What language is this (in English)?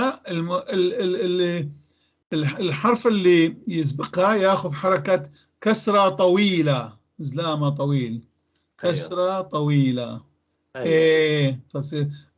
North Levantine Arabic